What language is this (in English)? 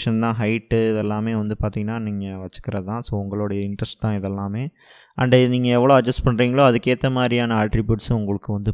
Tamil